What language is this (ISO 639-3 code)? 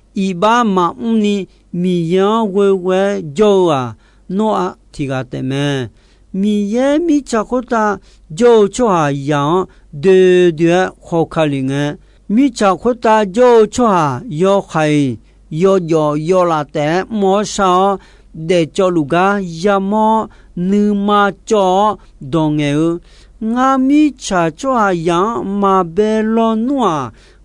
ahk